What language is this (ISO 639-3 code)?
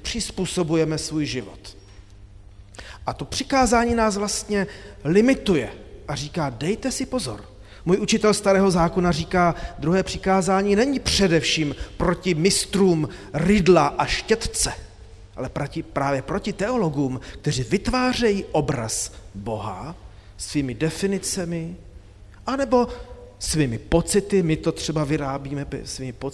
ces